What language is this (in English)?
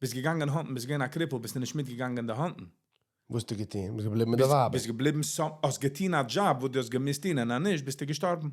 Yiddish